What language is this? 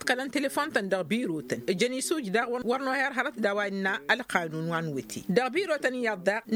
Tamasheq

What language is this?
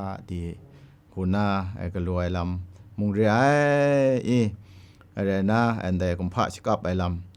Kachin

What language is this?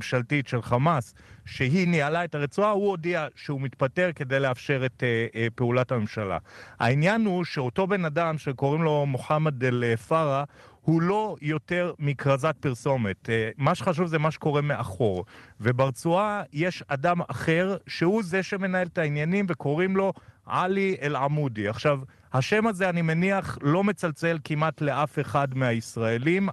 Hebrew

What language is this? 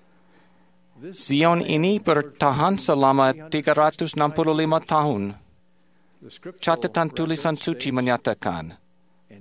Indonesian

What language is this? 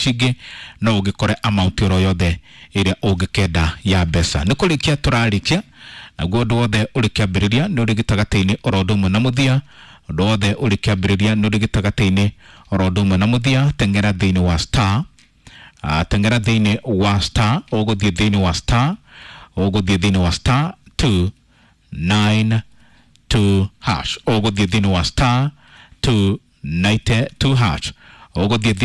Kikuyu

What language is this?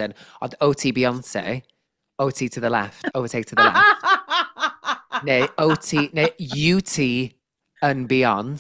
Welsh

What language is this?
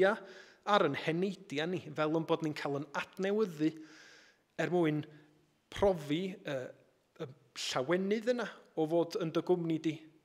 Welsh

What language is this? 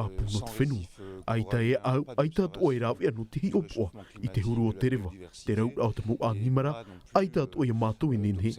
Tahitian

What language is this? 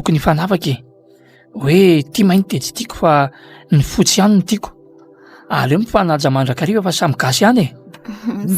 Malagasy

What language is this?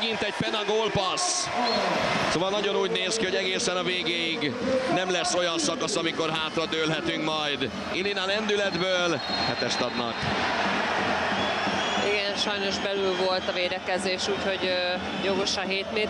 Hungarian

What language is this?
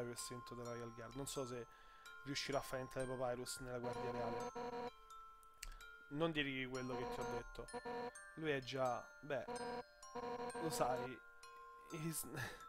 Italian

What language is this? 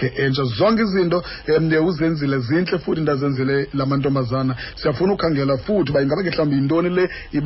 Xhosa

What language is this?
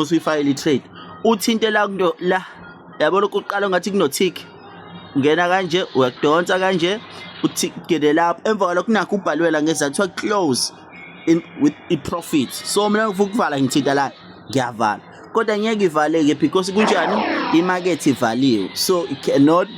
Zulu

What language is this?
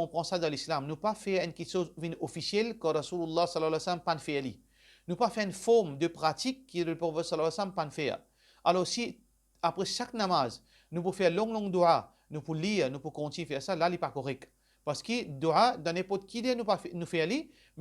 Morisyen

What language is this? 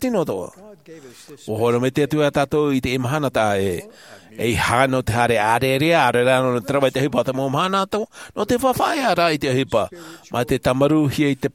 Tahitian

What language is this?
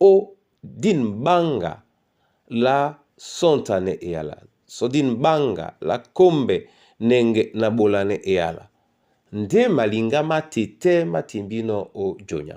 Duala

